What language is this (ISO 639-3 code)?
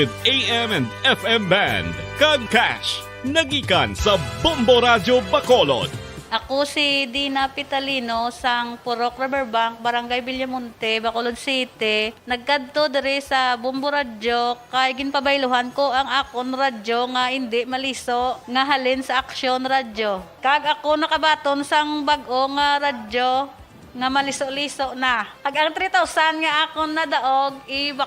hil